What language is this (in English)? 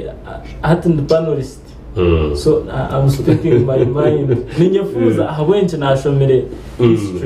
Nyankole